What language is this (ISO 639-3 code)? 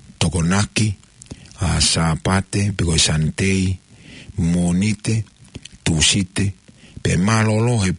ton